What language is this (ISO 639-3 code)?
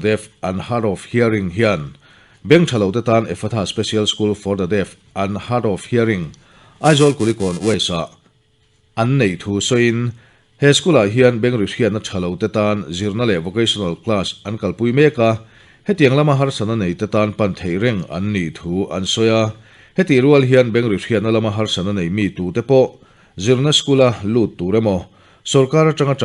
lus